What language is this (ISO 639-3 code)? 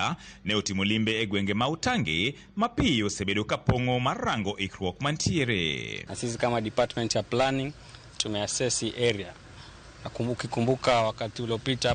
luo